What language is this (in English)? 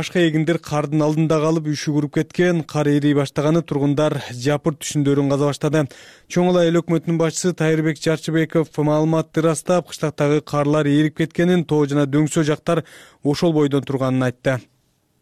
Kyrgyz